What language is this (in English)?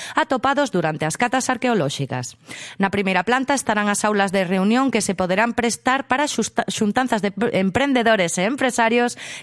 Galician